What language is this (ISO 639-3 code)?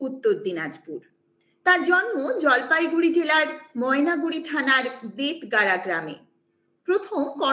ben